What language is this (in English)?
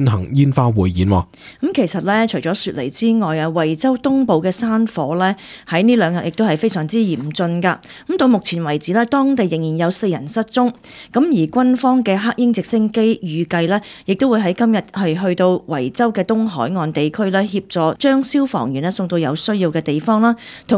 Cantonese